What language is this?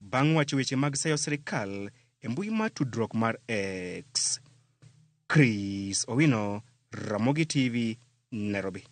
Luo (Kenya and Tanzania)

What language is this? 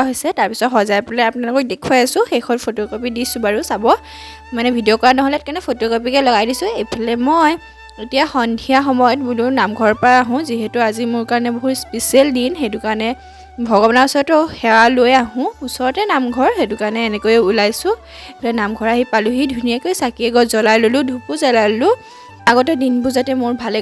Assamese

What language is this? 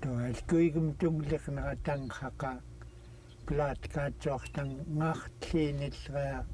Central Yupik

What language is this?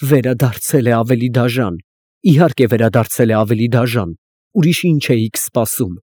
Armenian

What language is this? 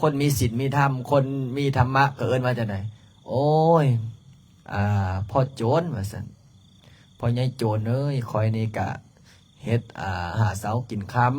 Lao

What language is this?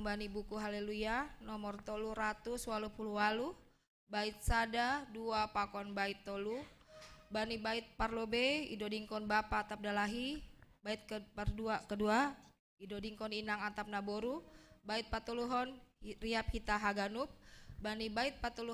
Batak Simalungun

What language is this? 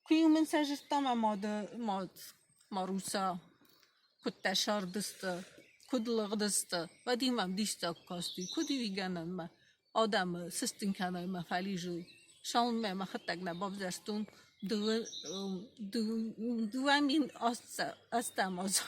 Ossetic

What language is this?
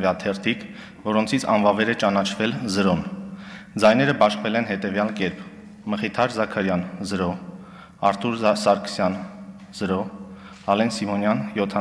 Armenian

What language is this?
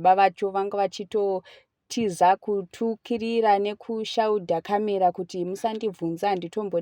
Shona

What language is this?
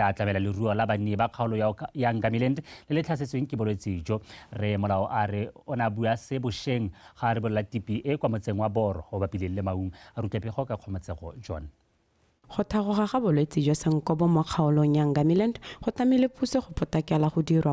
Tswana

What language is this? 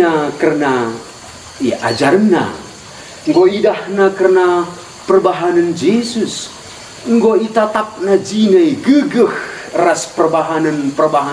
Batak Karo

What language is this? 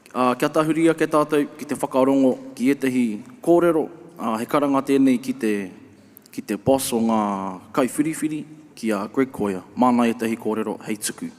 Māori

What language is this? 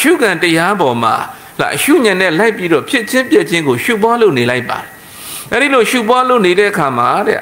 Burmese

